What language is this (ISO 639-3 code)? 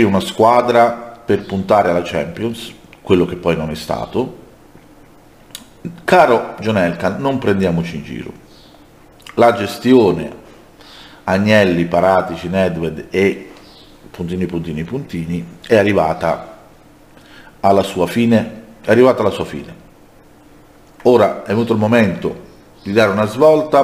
ita